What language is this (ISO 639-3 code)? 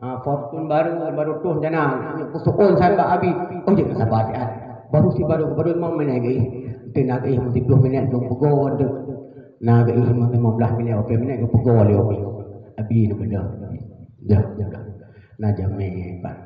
ace